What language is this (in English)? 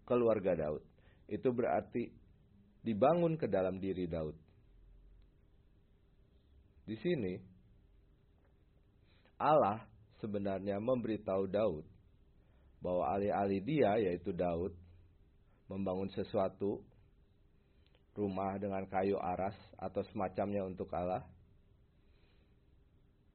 Indonesian